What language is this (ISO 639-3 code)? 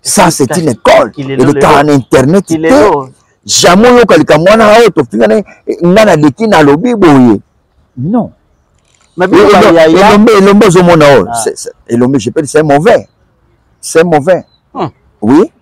lin